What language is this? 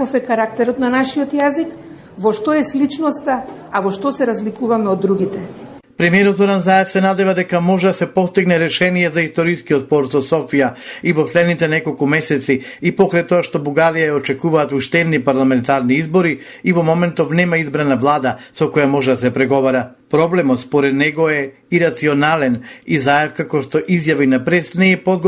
Macedonian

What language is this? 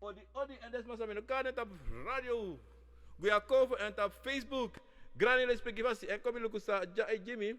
Sranan Tongo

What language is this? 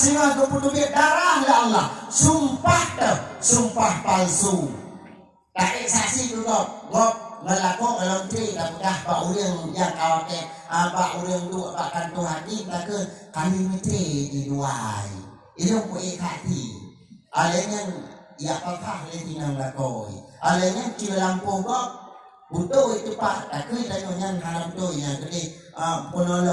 Achinese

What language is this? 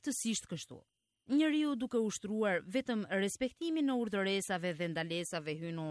Albanian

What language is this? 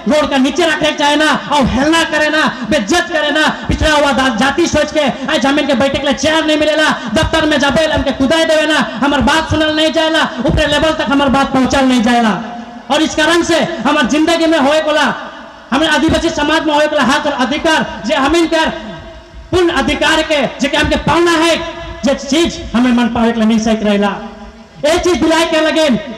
Sadri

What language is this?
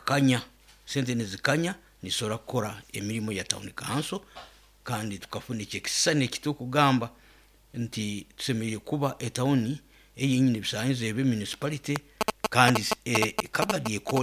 Nyoro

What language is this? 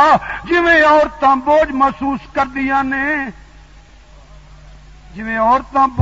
Western Panjabi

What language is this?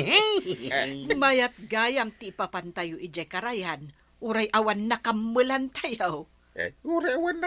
Iloko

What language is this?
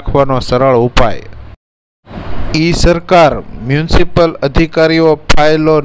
Gujarati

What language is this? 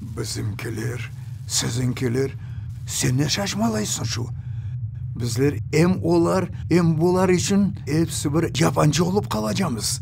Crimean Tatar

